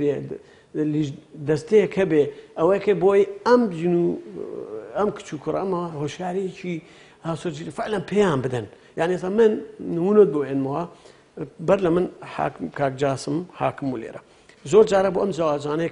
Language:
Central Kurdish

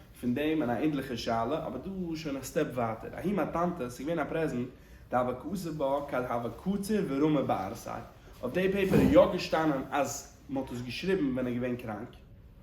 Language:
Yiddish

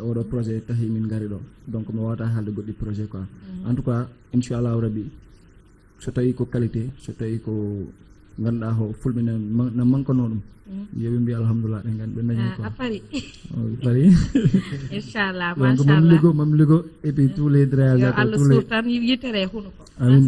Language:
Fula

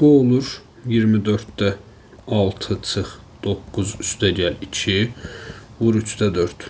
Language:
Azerbaijani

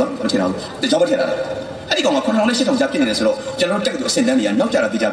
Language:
Burmese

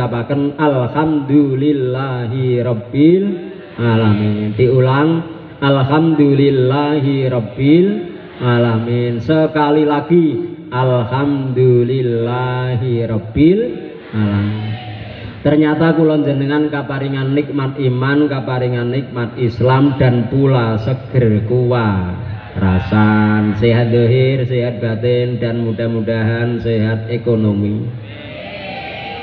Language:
Javanese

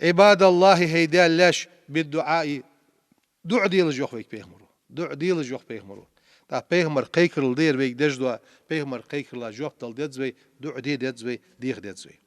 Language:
Ingush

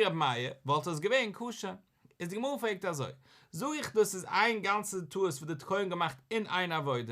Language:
Yiddish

